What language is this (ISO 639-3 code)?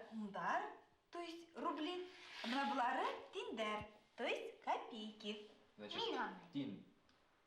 bak